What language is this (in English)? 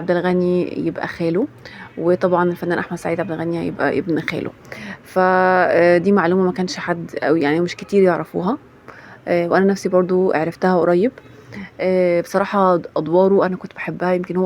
Egyptian Arabic